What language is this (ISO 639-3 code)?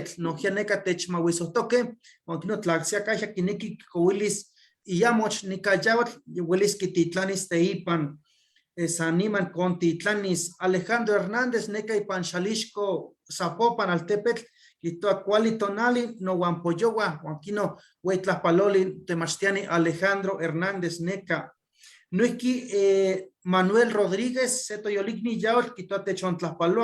nhe